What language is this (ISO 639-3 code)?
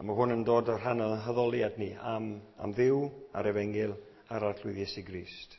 cym